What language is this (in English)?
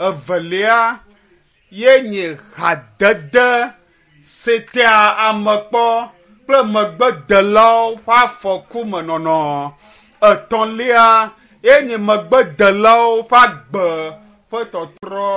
Ewe